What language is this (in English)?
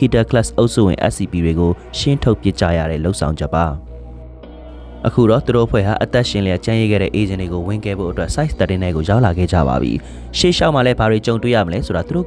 Burmese